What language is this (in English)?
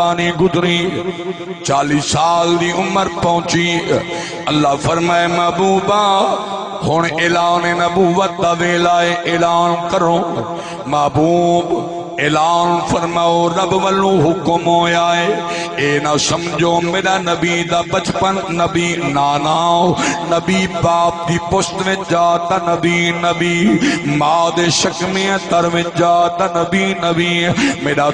Saraiki